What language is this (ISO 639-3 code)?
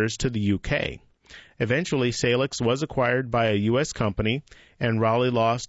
eng